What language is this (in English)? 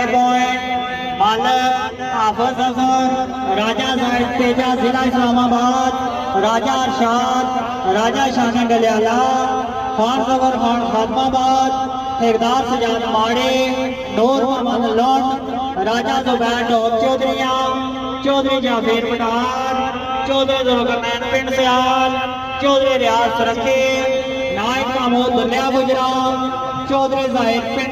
Pahari-Potwari